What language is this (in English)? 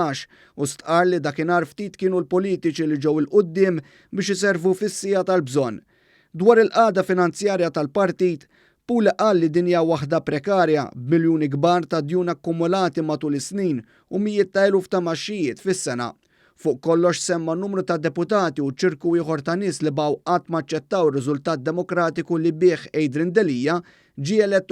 Maltese